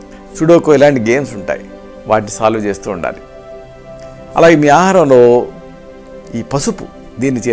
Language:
Telugu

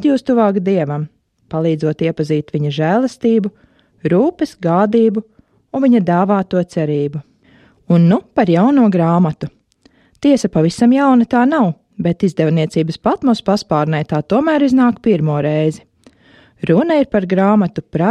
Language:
Latvian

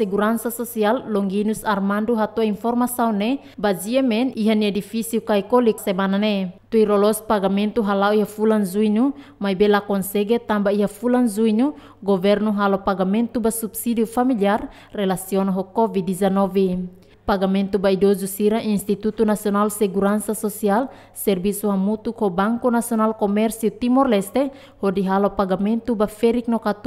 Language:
Tetum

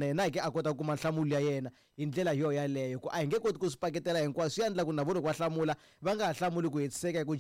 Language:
Tsonga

